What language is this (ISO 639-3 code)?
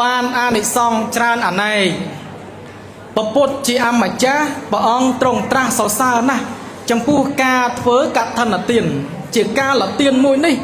khm